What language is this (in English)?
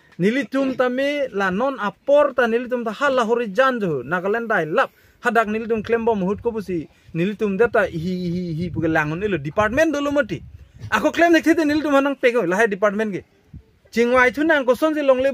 Karbi